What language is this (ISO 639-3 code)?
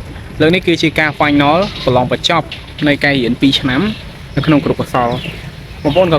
khm